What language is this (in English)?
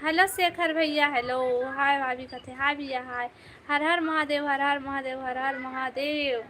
Chhattisgarhi